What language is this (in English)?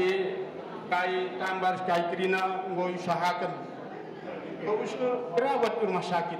Batak Karo